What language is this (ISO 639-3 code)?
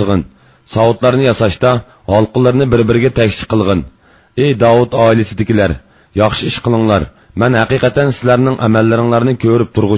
uig